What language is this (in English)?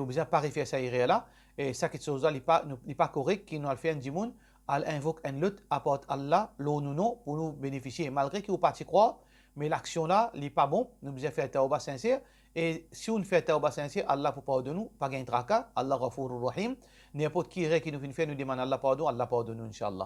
Morisyen